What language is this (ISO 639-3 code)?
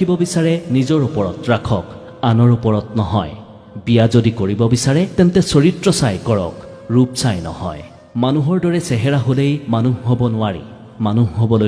asm